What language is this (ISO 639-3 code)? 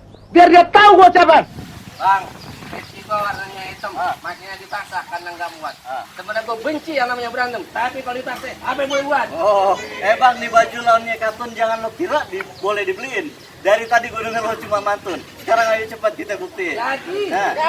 bew